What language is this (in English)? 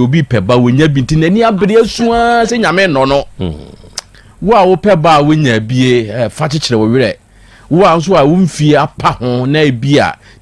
Akan